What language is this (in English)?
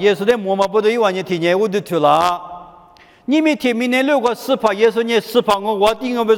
Lisu